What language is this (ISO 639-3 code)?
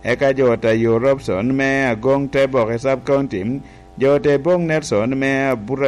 laj